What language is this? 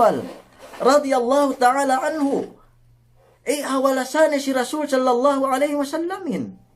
Yakan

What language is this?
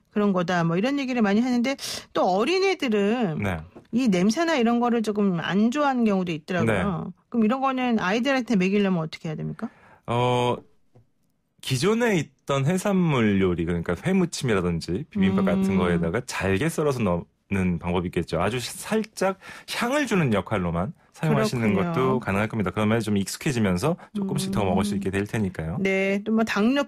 Korean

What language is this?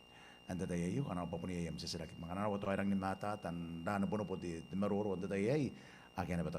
Gilbertese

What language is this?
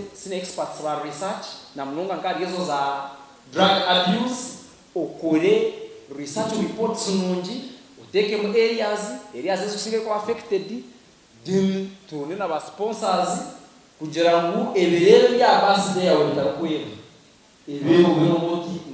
Nyankole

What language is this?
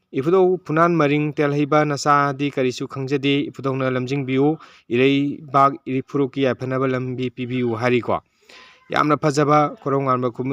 Manipuri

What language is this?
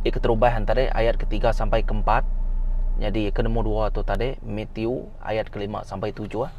Iban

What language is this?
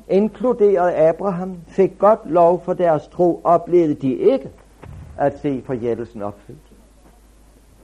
Danish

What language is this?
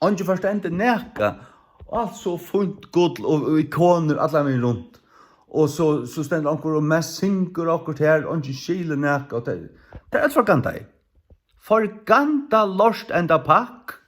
Faroese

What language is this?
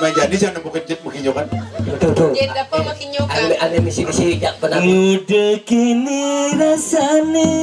Balinese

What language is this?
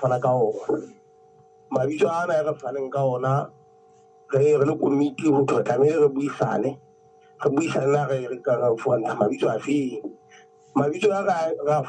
Southern Sotho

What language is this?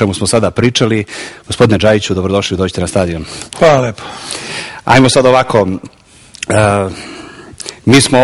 Serbian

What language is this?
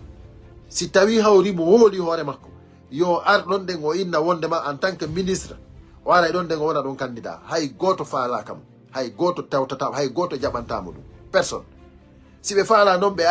Fula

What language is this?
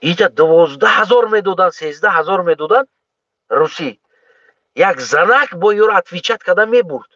Tajik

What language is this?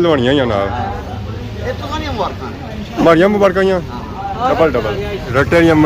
Pahari-Potwari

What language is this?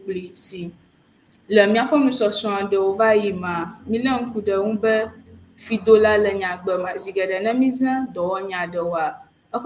Ewe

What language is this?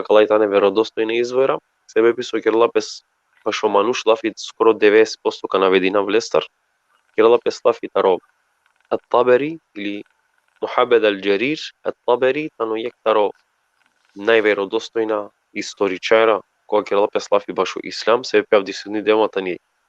Balkan Romani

